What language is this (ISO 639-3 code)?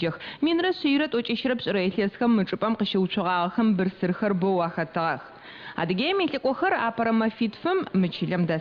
ady